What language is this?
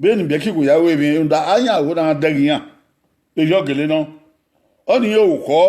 Bini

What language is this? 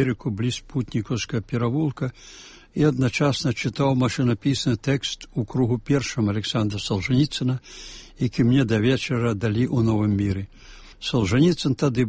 Belarusian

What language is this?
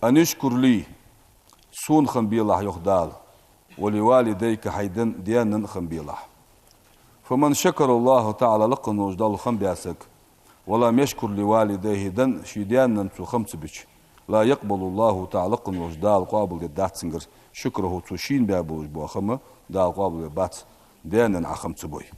Ingush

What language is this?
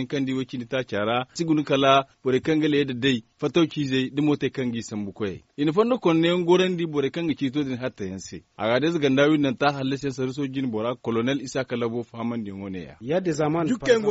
Zarma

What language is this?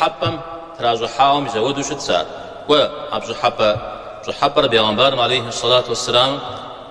Kabardian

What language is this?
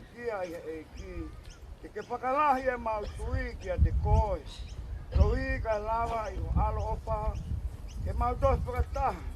Tongan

